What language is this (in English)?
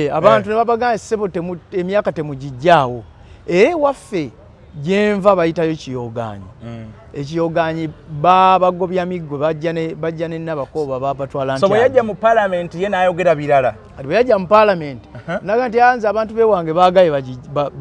Ganda